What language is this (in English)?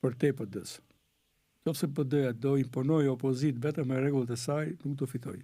Albanian